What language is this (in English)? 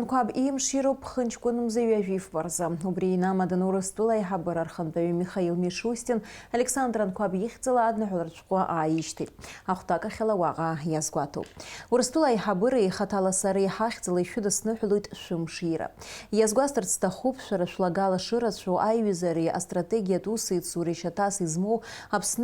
Abkhazian